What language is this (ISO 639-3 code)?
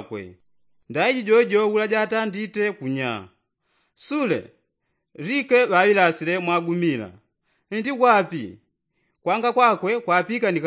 yao